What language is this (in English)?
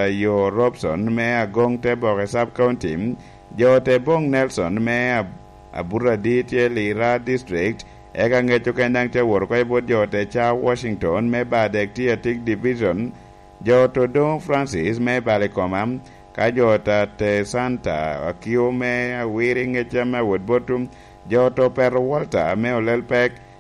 Lango (Uganda)